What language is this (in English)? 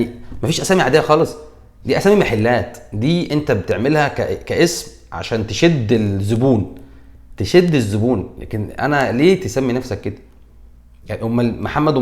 Egyptian Arabic